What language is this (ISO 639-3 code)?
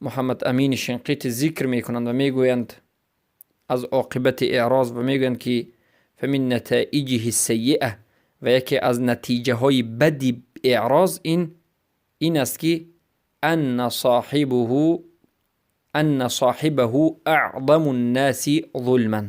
fas